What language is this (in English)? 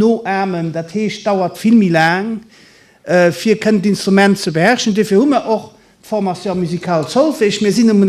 Luxembourgish